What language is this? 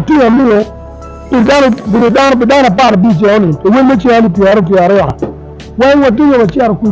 Acoli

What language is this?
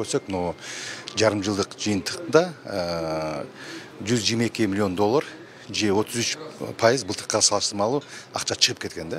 Kyrgyz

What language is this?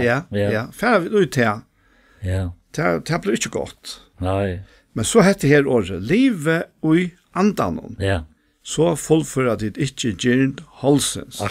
Faroese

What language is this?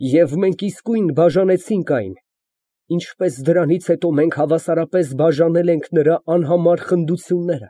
Armenian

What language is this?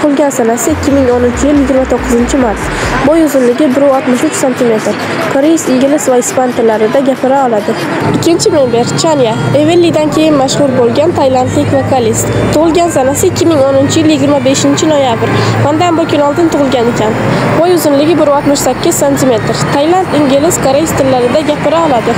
Uzbek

